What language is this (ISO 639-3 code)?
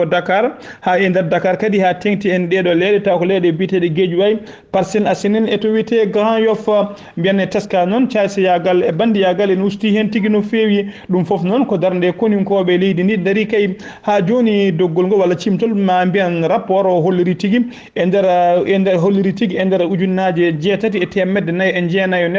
ful